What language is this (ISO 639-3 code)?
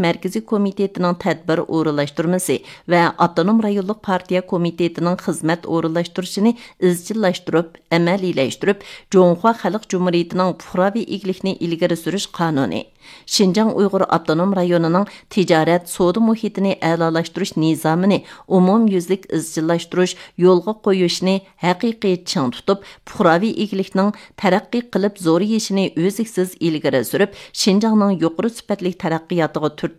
uig